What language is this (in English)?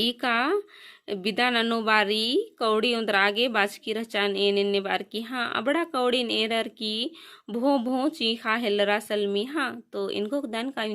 Kurukh